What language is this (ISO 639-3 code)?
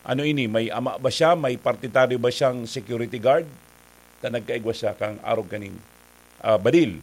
bik